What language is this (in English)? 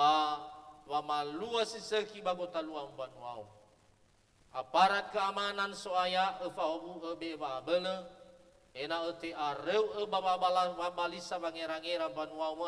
Nias